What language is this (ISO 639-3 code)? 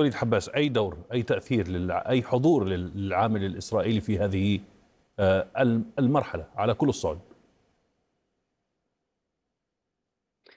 ara